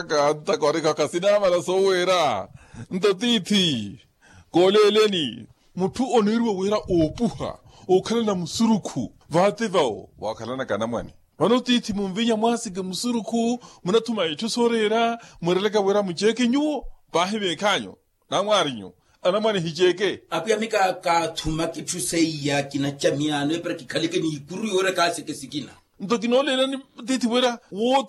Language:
Makhuwa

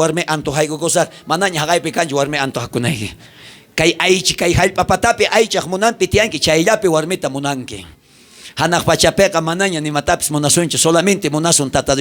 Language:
South Bolivian Quechua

